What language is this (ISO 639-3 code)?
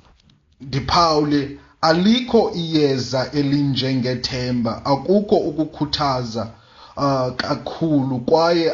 xho